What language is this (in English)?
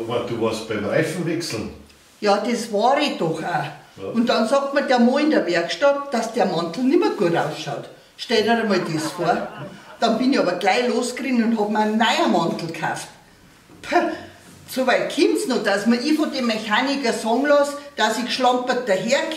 Bavarian